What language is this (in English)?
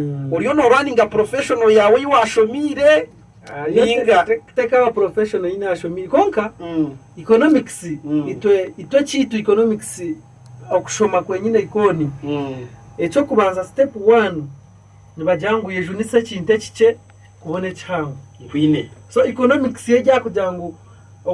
Nyankole